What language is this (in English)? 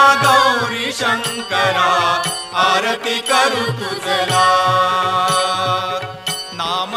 Marathi